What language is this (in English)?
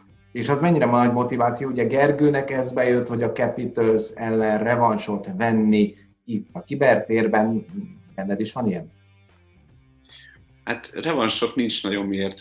Hungarian